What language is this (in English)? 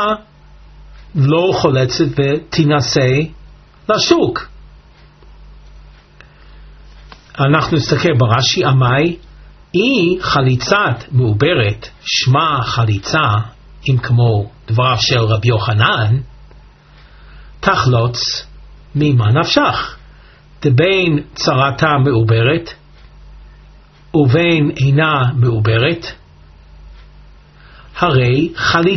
Hebrew